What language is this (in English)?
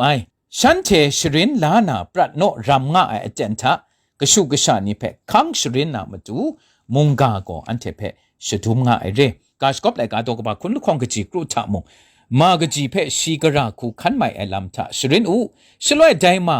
Kachin